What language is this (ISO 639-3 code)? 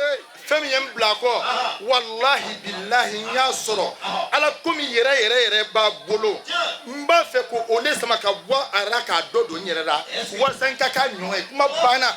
bam